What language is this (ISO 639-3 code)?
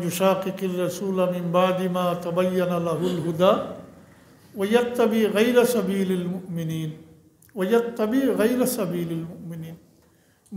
syl